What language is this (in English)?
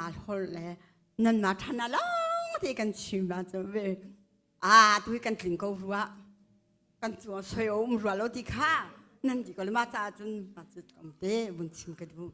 Hakha Chin